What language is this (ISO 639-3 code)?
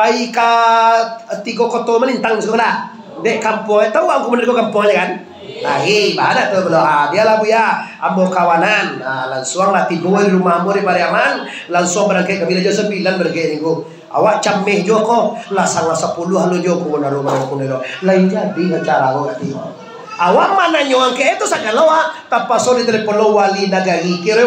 min